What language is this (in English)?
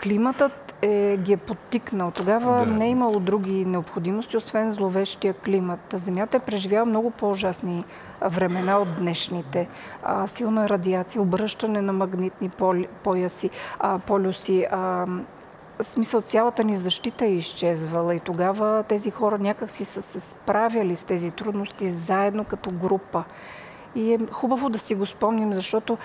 Bulgarian